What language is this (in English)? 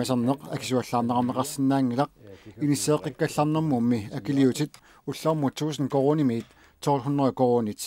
Kalaallisut